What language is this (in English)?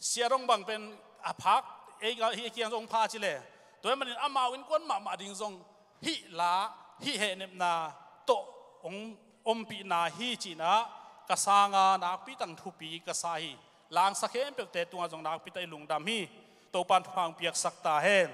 Tedim Chin